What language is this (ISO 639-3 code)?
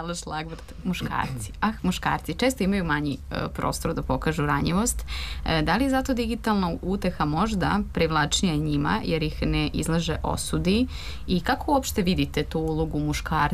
srp